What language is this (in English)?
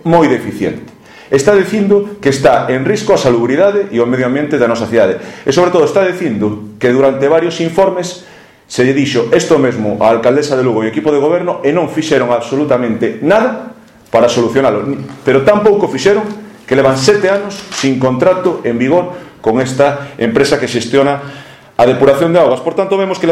Galician